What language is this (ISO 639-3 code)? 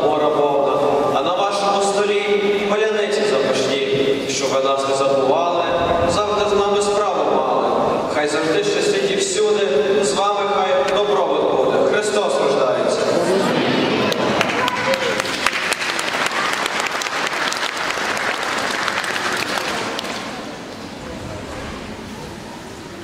ukr